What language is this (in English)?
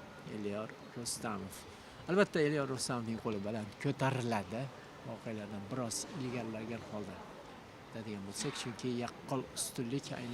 Uzbek